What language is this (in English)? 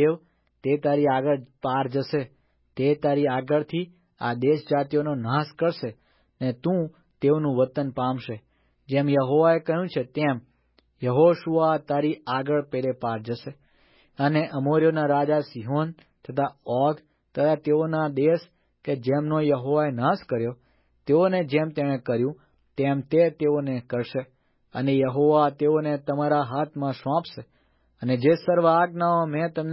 Gujarati